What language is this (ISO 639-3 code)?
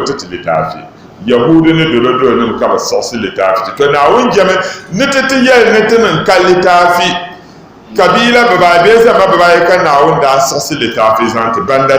dag